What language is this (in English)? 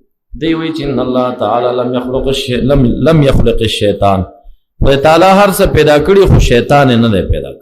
Pashto